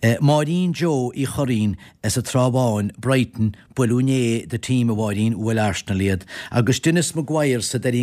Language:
Irish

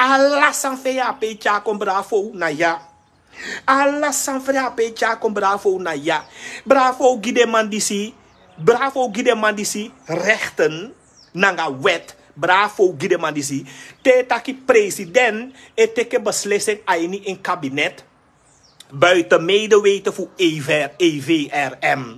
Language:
Sranan Tongo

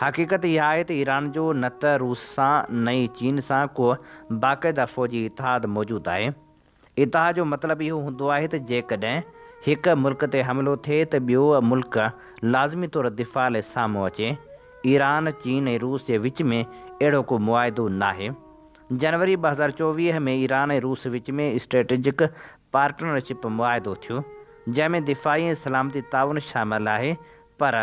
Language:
Sindhi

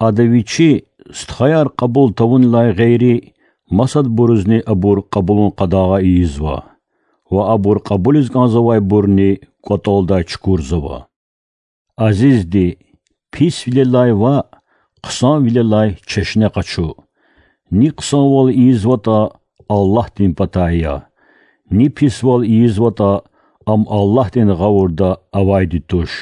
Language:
Lezghian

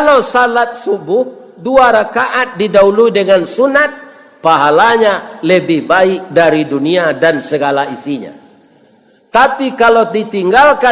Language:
Minangkabau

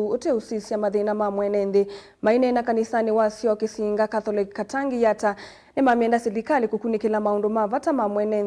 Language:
Kamba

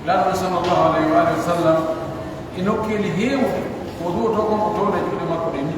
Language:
Pular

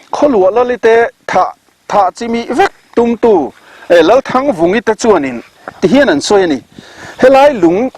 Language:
Mizo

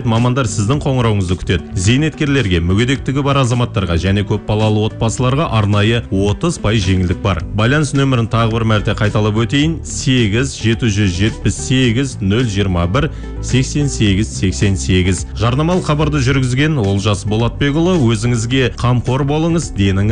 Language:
Kazakh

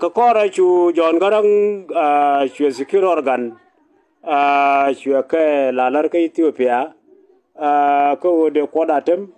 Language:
Nuer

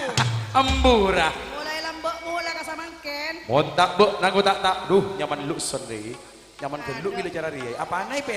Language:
Madurese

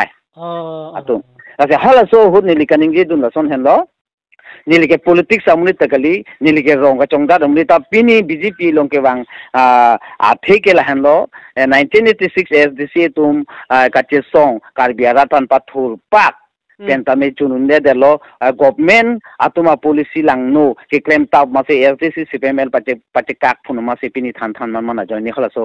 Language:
Karbi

